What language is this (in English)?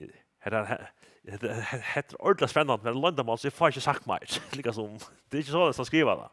Faroese